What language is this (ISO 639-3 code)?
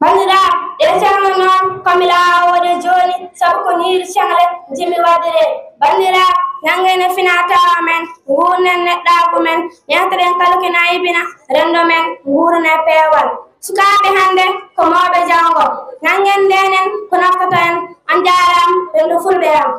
ful